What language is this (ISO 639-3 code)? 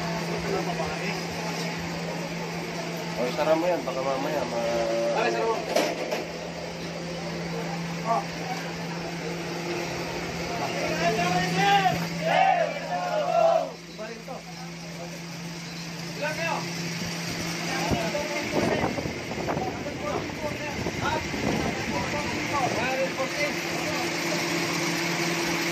fil